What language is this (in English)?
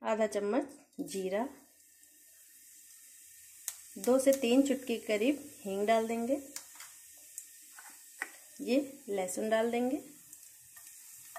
Hindi